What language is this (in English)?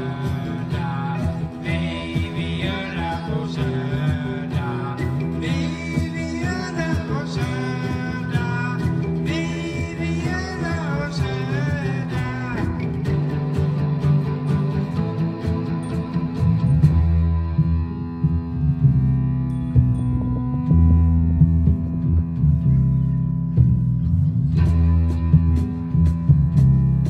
Swedish